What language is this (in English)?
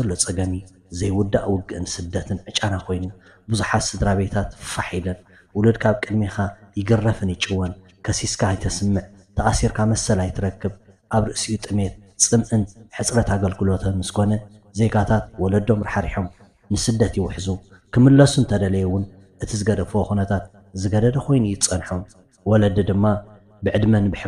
Tigrinya